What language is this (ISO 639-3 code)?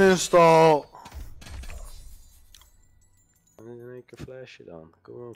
nld